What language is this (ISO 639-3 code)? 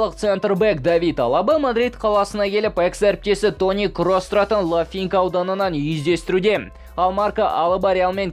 kaz